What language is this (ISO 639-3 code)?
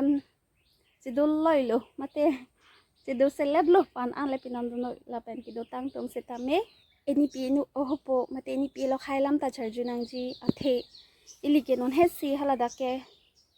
mjw